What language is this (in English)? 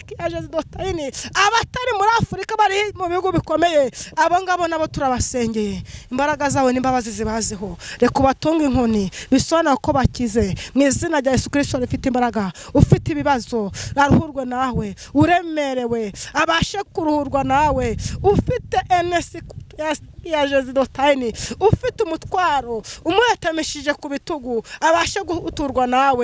Kinyarwanda